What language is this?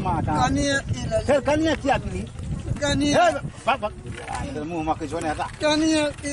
Maithili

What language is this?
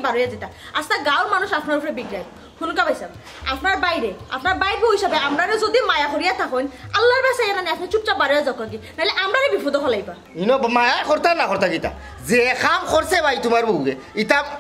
Sylheti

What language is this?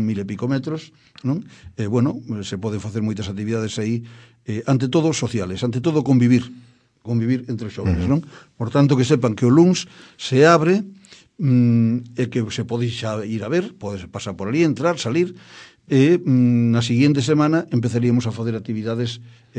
Galician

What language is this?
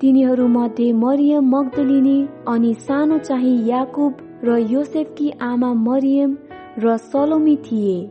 Nepali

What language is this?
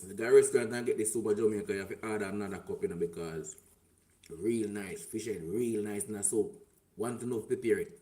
Jamaican Creole English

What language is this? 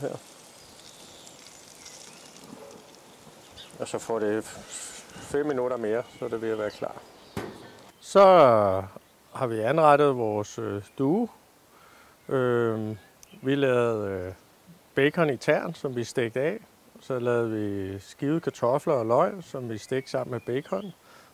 Danish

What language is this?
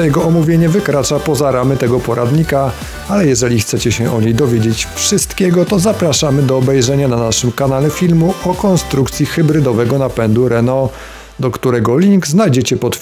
Polish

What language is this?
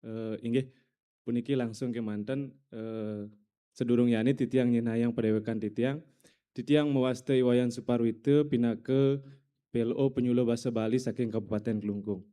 Balinese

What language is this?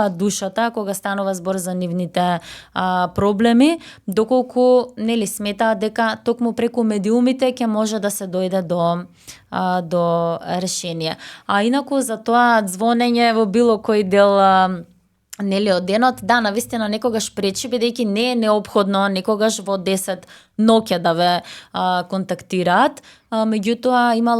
Macedonian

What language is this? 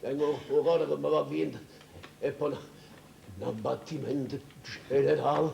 Neapolitan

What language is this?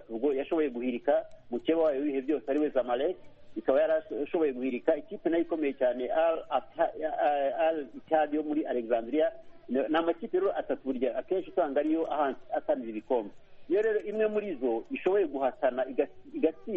Kinyarwanda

